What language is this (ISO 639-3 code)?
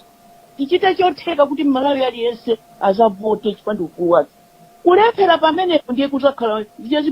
nya